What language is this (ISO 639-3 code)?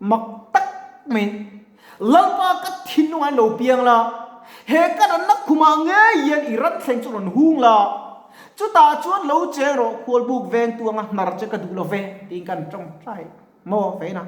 lus